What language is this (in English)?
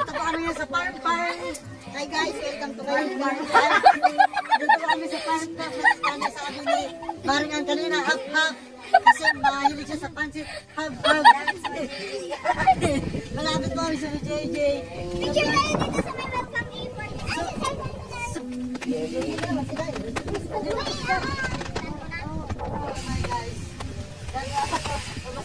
Filipino